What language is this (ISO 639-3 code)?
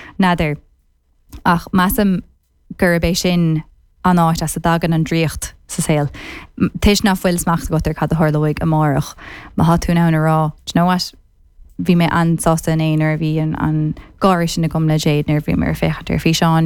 gle